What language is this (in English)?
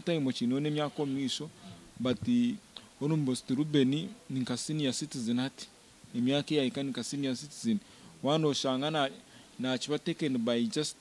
Nyankole